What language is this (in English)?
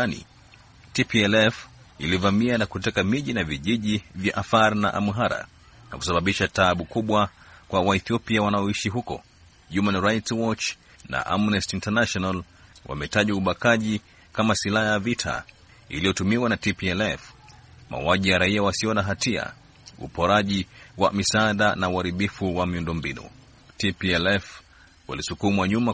Swahili